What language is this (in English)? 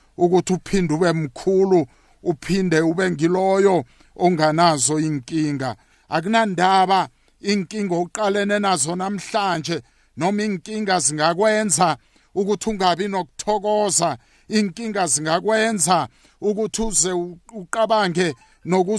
South Ndebele